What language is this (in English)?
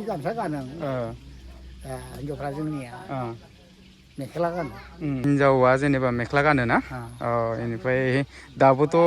Bodo